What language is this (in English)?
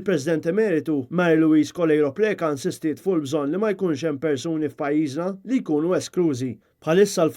Maltese